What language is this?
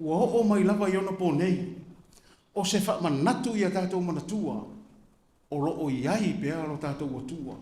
Samoan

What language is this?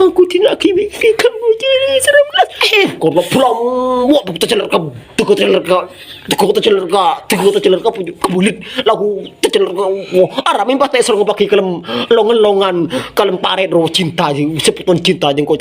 Madurese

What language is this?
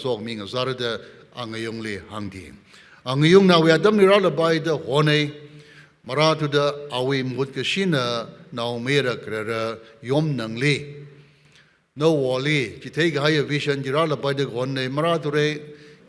Tangkhul Naga (India)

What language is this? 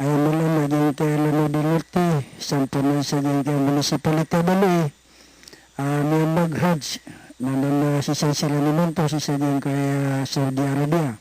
Maranao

